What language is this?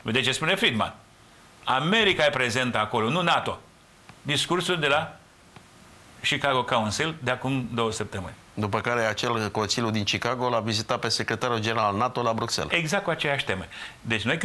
Romanian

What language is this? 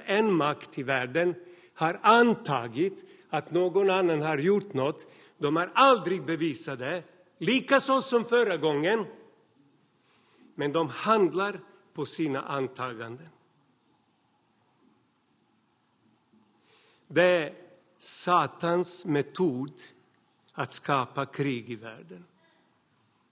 Swedish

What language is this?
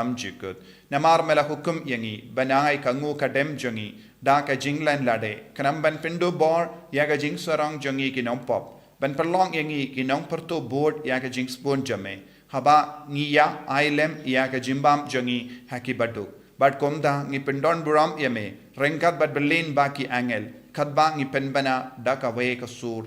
Khasi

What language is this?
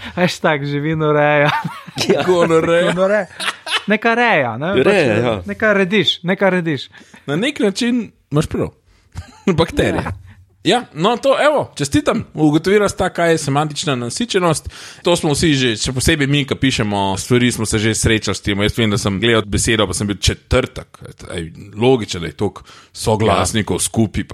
Slovenian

